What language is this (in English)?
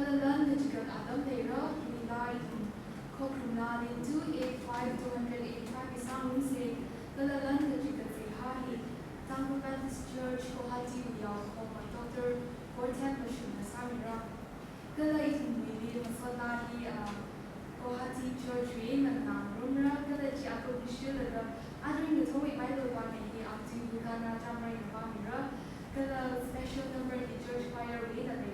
Tangkhul Naga (India)